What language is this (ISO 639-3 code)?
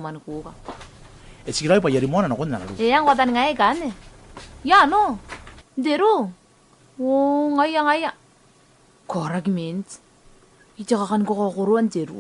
gil